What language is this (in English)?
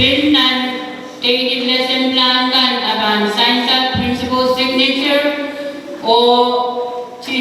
Pohnpeian